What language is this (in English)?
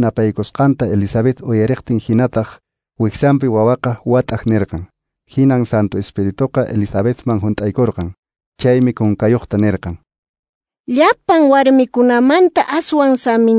Quechua